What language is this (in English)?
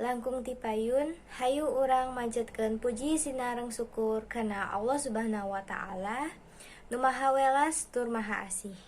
Sundanese